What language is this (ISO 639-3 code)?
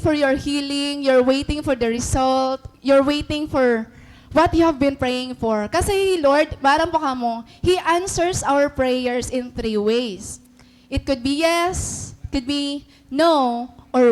war